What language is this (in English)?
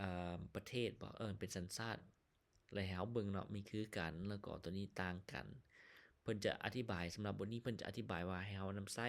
Lao